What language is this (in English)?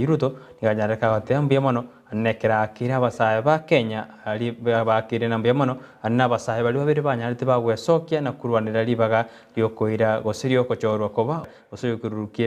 Gusii